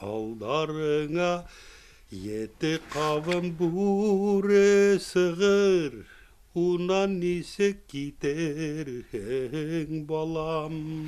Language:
Bashkir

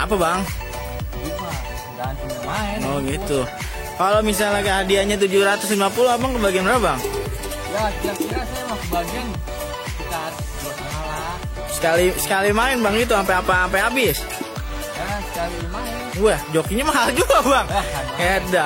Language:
Betawi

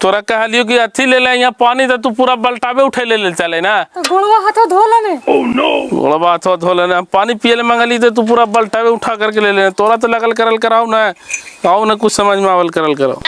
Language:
Magahi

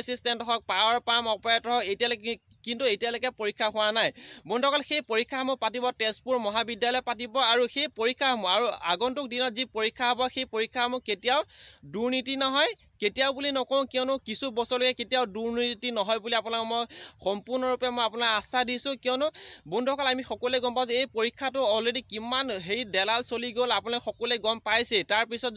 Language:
Assamese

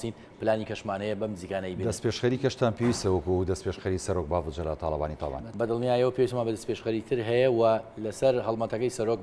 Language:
Central Kurdish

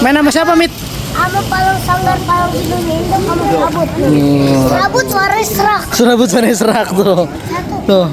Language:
Betawi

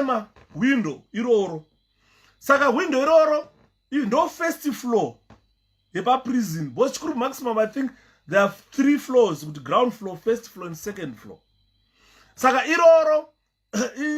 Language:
Shona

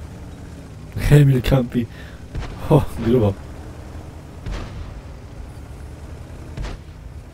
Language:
Polish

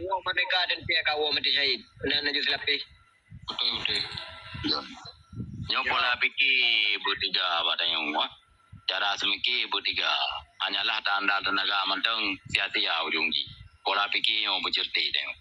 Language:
Achinese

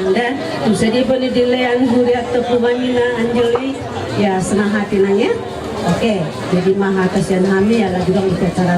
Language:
Batak Toba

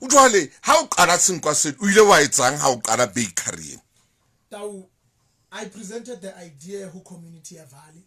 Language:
Southern Sotho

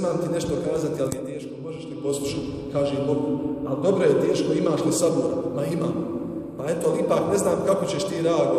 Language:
Bosnian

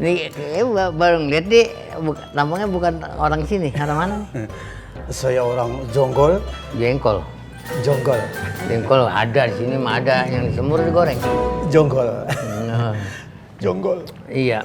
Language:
Betawi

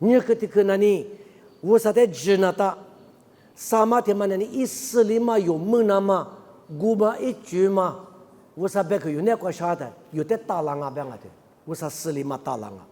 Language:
Lisu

